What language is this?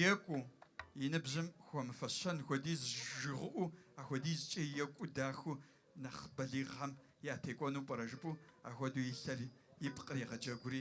Kabardian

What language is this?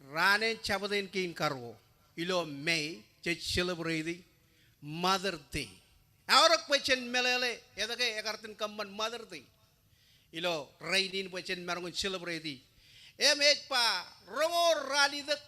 Marshallese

